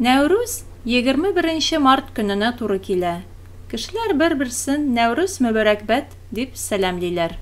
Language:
Tatar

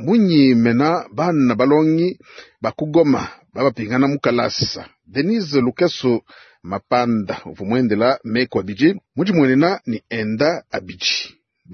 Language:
Luba-Lulua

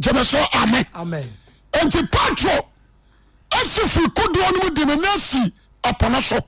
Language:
Akan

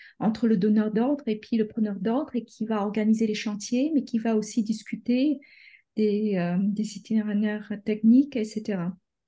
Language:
French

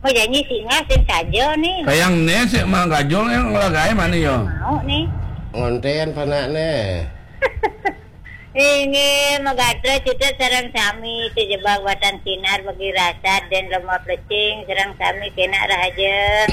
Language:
Balinese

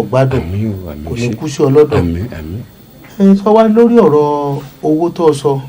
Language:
Yoruba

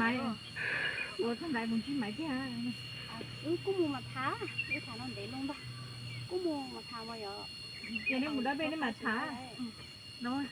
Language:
Hmong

